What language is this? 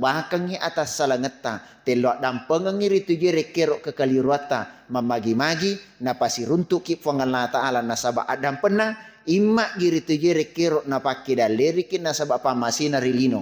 Buginese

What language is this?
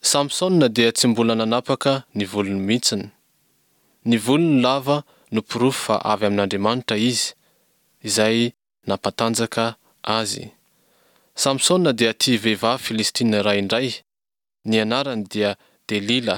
Malagasy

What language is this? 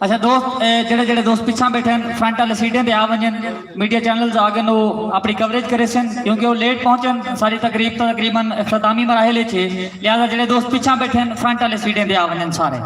Saraiki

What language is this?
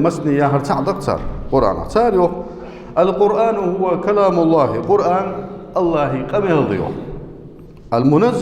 Ingush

